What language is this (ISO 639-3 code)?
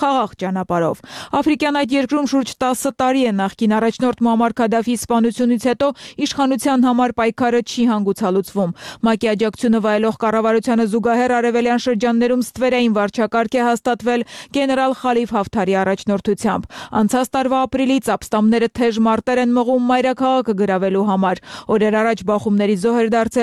hye